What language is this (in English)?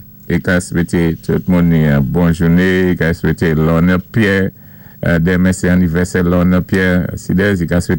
Saint Lucian Creole French